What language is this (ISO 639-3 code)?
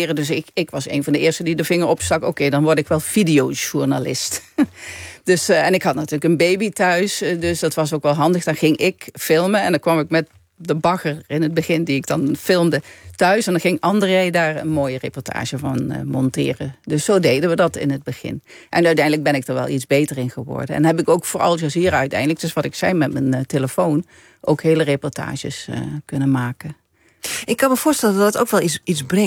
nld